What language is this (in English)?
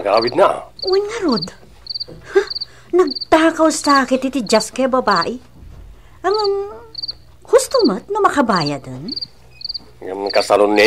Iloko